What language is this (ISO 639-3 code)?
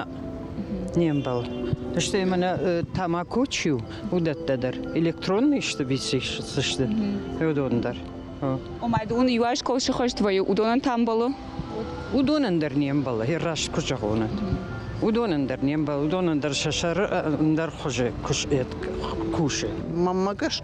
oss